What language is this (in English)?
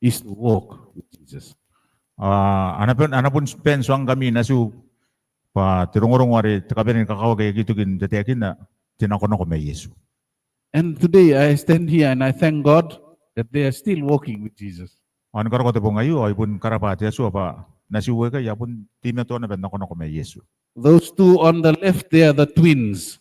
Gilbertese